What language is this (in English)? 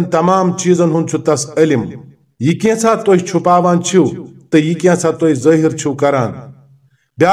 Kashmiri